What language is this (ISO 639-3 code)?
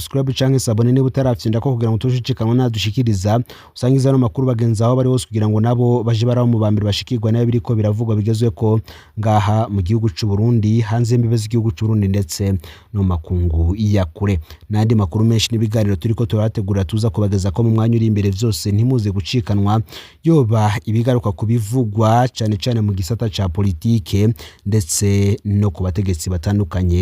run